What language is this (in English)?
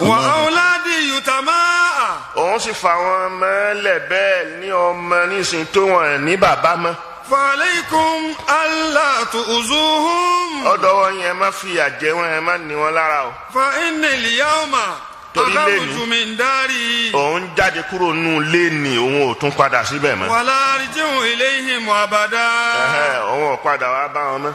Yoruba